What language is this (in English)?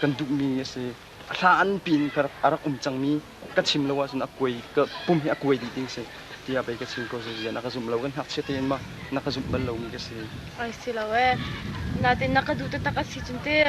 Hakha Chin